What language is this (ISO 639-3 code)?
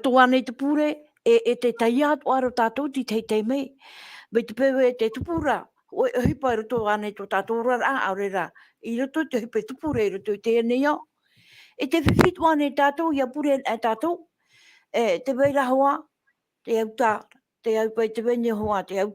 tah